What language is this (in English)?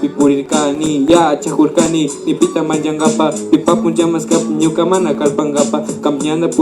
Imbabura Highland Quichua